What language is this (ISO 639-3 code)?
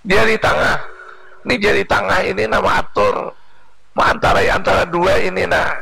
bjn